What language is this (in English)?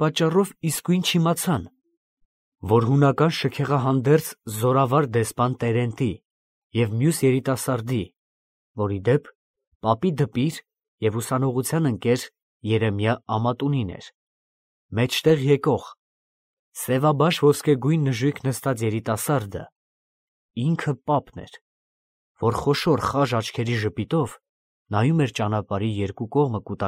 Armenian